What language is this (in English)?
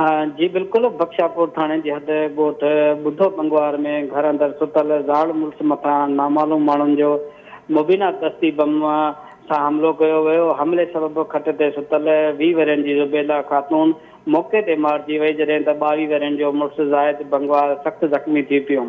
Sindhi